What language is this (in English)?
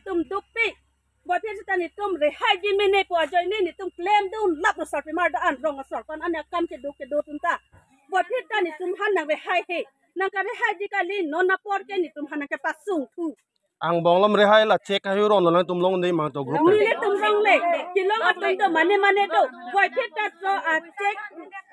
Karbi